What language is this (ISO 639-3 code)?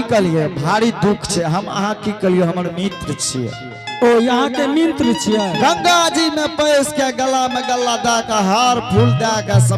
anp